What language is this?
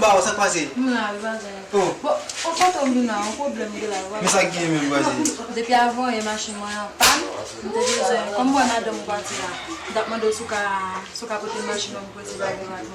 Haitian Creole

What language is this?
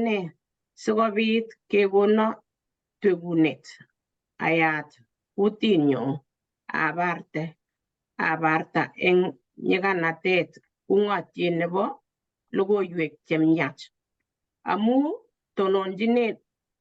Kalenjin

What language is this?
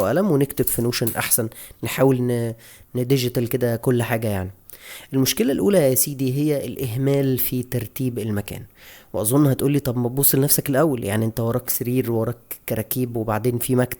Egyptian Arabic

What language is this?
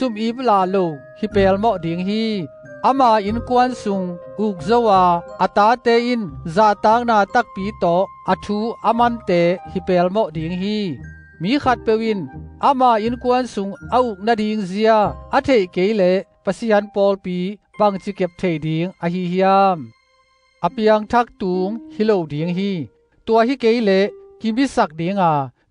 Tedim Chin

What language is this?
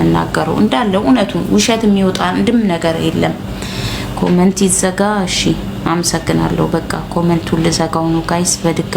Amharic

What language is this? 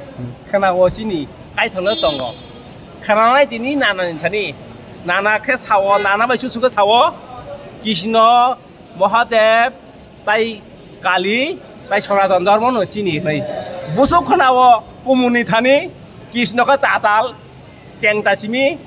Kok Borok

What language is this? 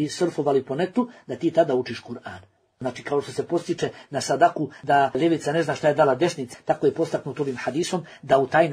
Bosnian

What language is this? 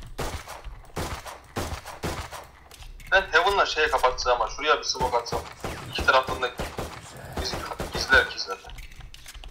Turkish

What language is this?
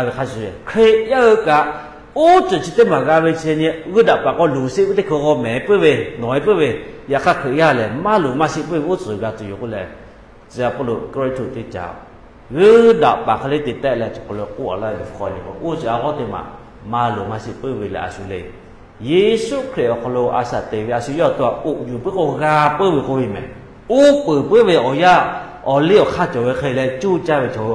Lahu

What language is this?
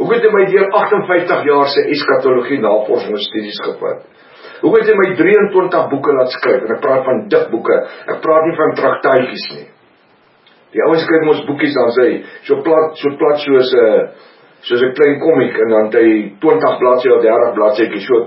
Afrikaans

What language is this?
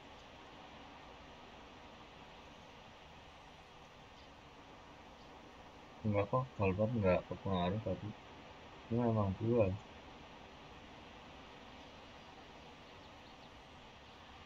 Indonesian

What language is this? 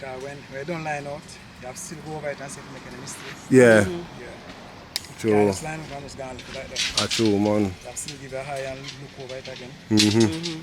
Jamaican Creole English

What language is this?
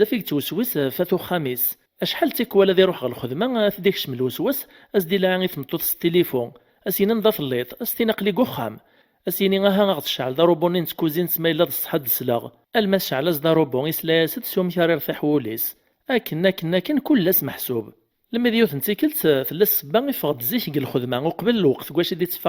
Kabyle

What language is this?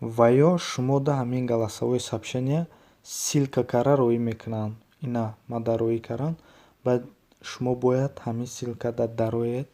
Tajik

